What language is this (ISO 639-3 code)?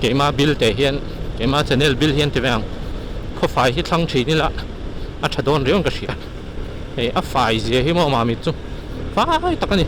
lus